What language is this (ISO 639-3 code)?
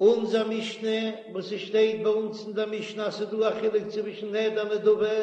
yid